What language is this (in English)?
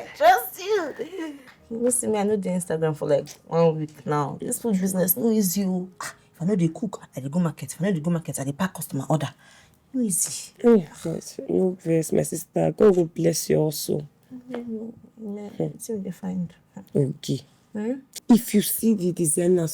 Nigerian Pidgin